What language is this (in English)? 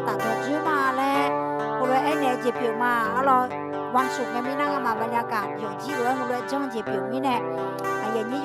Akha